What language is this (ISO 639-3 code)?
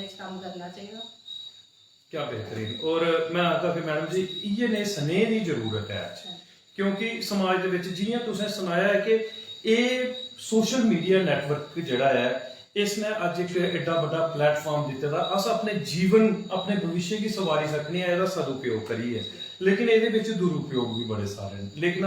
doi